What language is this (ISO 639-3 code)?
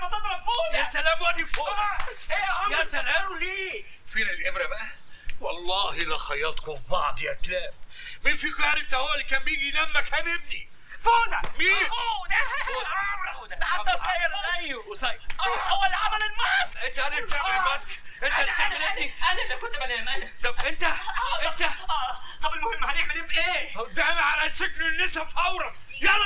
arz